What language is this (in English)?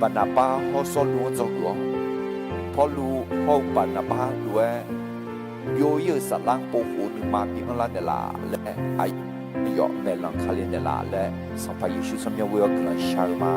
Akha